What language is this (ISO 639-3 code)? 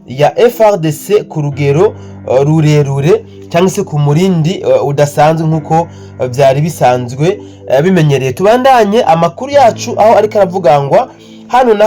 run